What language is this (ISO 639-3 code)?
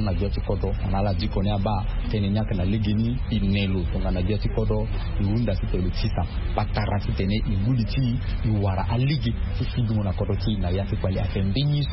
sag